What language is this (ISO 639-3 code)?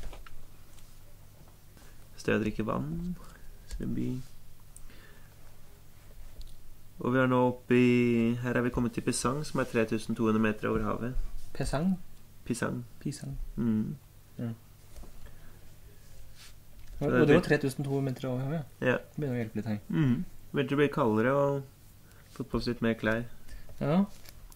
nor